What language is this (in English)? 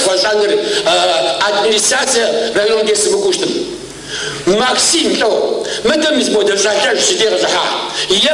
Kabardian